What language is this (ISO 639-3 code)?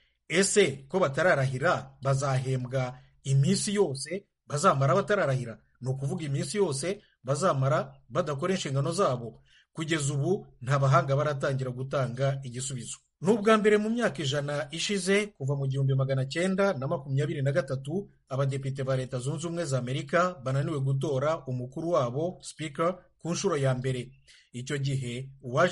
kin